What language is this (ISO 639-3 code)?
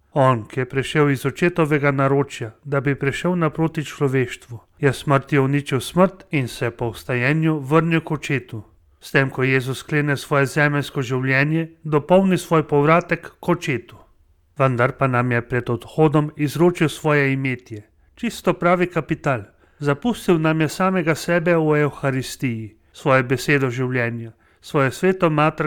slv